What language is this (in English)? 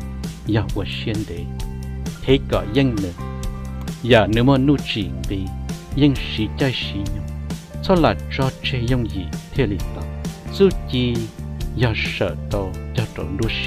Hmong